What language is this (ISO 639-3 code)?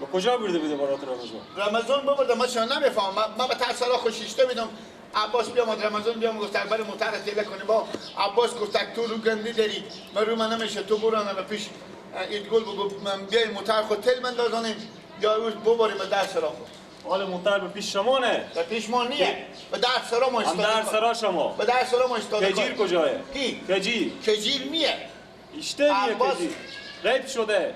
fas